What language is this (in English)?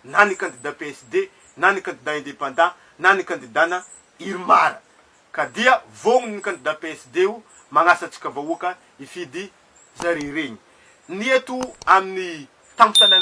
Malagasy